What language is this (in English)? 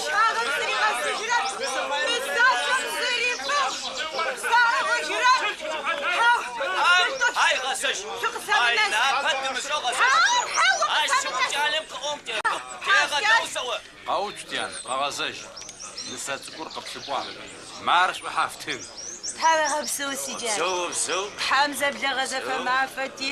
Adyghe